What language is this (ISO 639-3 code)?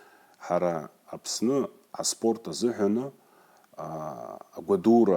abk